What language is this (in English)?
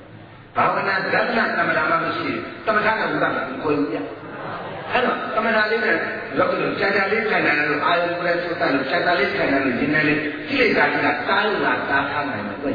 Burmese